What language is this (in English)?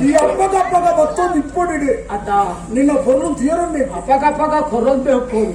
Tulu